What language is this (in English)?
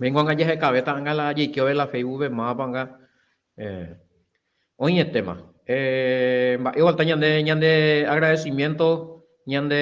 Guarani